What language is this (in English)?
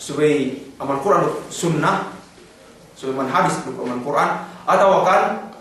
Yakan